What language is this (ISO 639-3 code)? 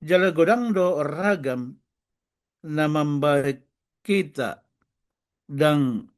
bbc